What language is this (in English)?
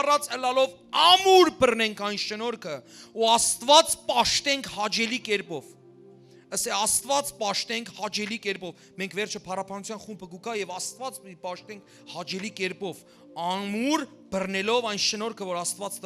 Western Armenian